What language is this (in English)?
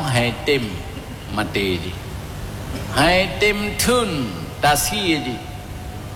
Achinese